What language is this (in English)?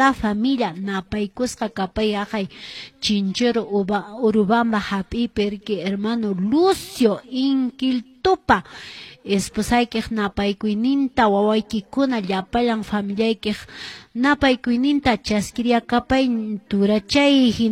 Quechua